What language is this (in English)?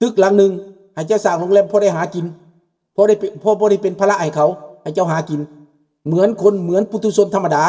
Lao